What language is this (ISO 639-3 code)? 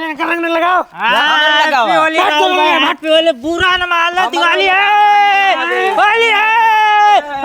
awa